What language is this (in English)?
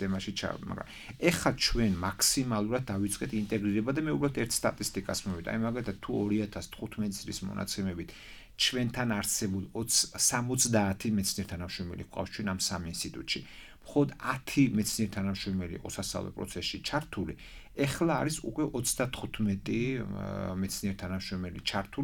Georgian